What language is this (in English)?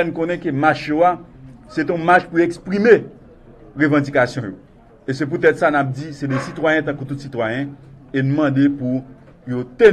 Haitian Creole